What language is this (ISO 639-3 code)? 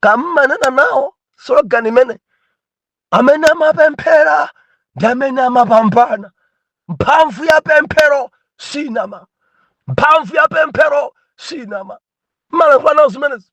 nya